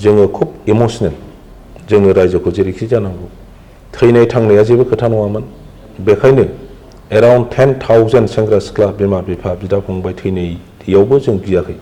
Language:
Bodo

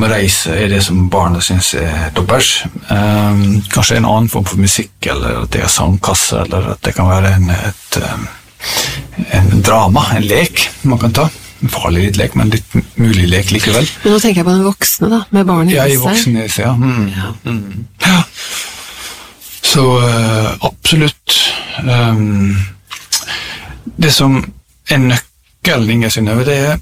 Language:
Norwegian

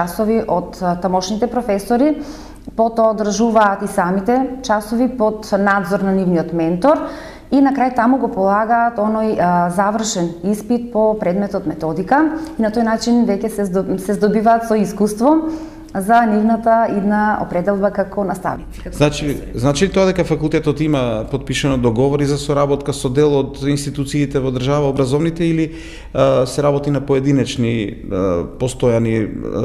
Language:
Macedonian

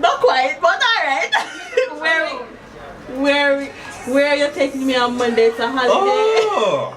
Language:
Jamaican Creole English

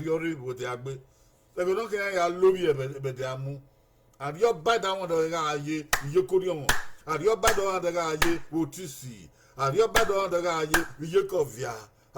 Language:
Bini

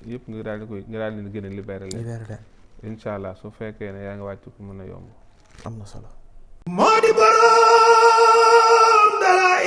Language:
Wolof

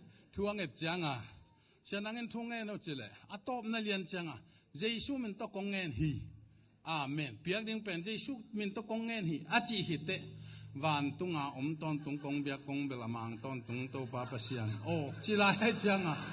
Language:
Tedim Chin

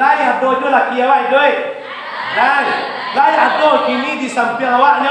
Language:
Minangkabau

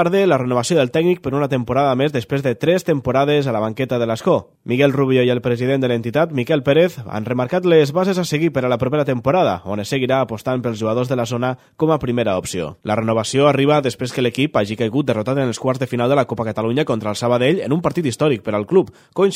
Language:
Catalan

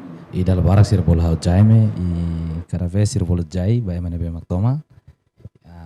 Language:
Tetum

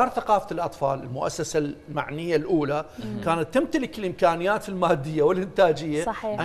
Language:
Mesopotamian Arabic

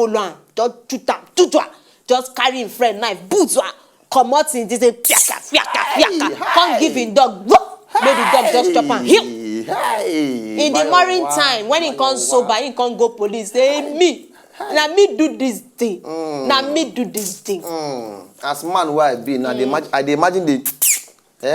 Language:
Nigerian Pidgin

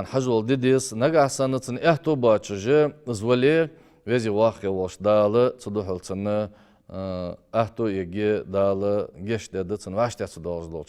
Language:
Ingush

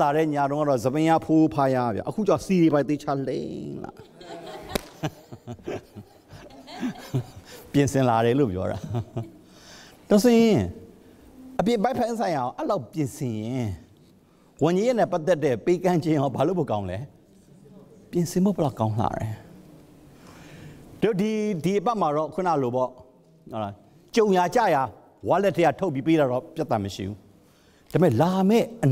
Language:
Burmese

